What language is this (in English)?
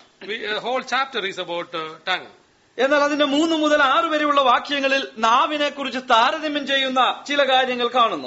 Malayalam